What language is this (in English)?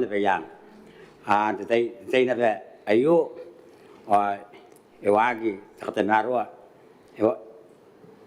Gilbertese